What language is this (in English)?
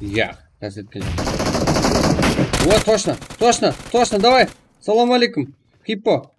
Kara-Kalpak